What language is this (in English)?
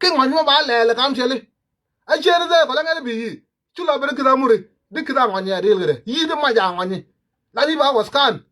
Nuer